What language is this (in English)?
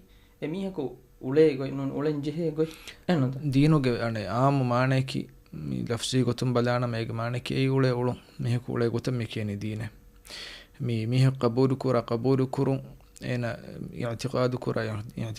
Divehi